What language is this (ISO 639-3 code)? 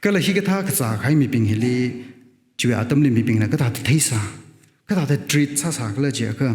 nmf